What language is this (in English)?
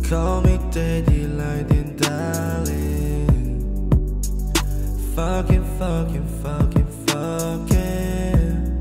Chinese